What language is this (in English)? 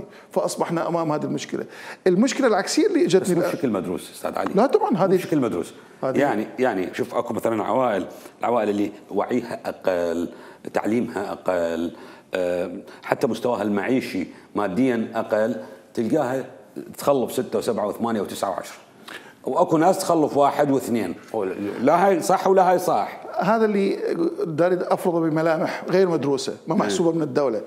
Mesopotamian Arabic